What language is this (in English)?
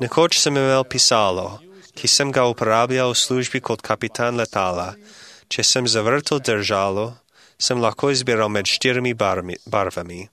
Slovenian